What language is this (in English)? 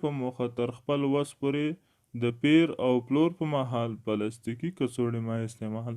Pashto